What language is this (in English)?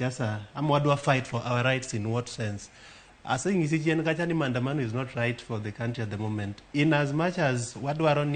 Luo (Kenya and Tanzania)